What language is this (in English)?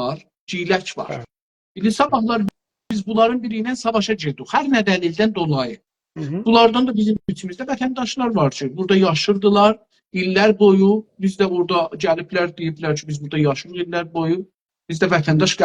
South Azerbaijani